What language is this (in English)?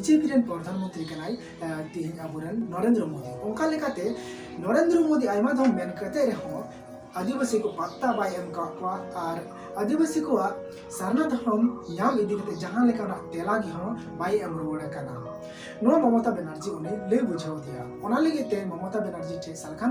Santali